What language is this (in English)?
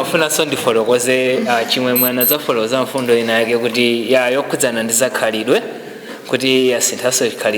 Nyanja